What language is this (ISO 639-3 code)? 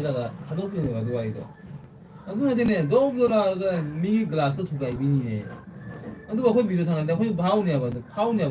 mni